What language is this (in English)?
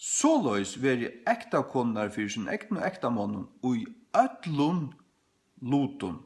Faroese